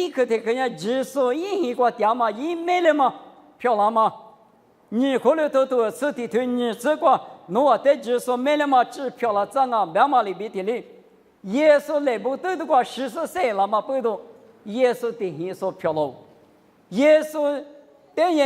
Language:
Lisu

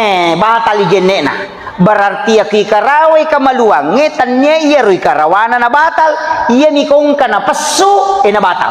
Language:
Buginese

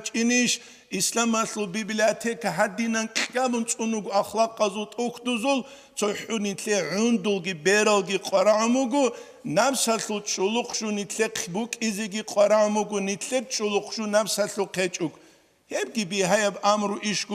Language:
Avaric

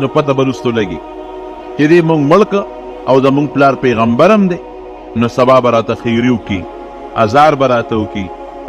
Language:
Pashto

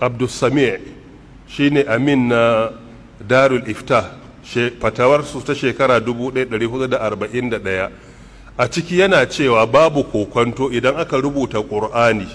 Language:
Hausa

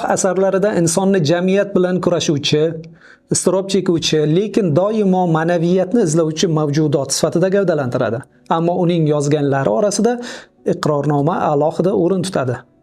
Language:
Uzbek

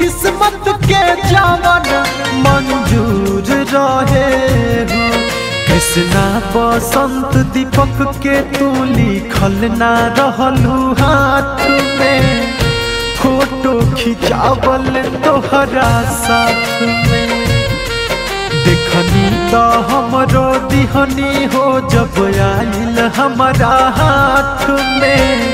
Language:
Bhojpuri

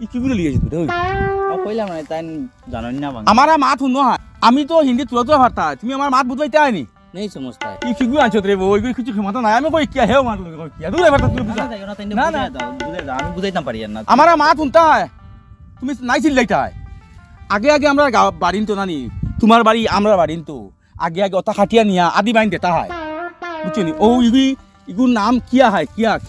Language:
Sylheti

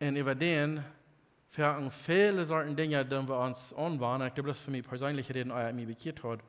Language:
Plautdietsch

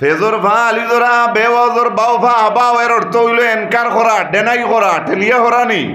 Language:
Sylheti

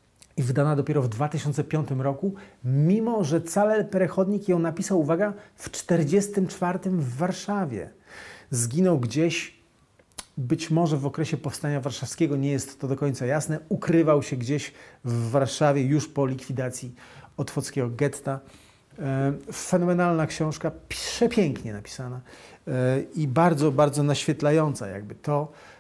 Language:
Polish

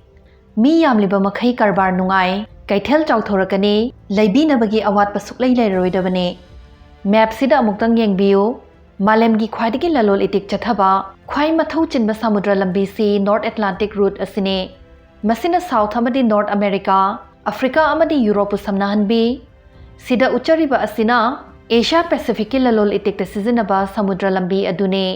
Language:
Manipuri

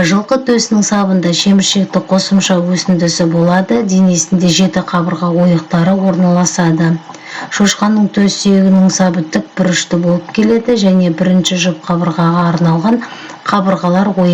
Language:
Kazakh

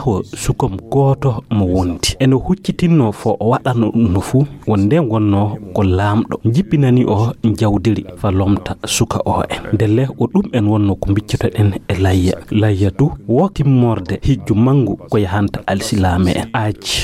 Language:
Fula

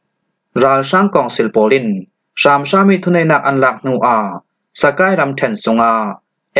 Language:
Falam Chin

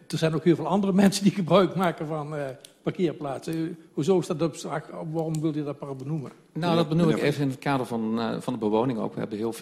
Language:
Dutch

